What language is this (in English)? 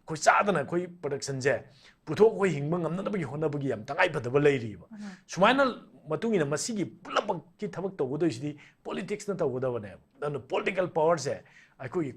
Manipuri